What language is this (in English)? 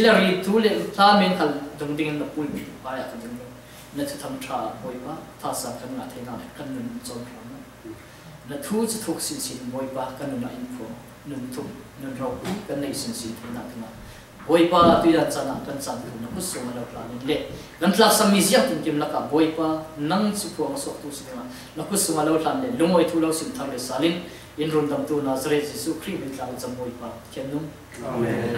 Falam Chin